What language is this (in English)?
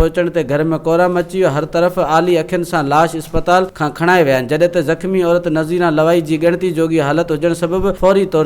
Sindhi